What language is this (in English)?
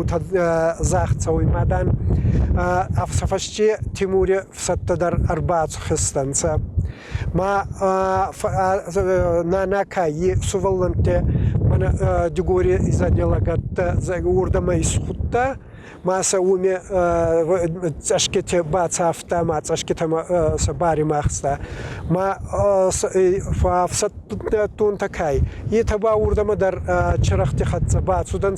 Ossetic